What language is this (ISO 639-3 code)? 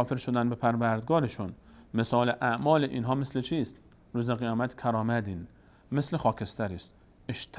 fas